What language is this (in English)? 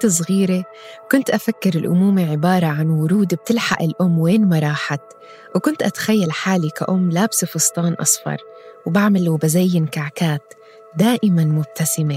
North Levantine Arabic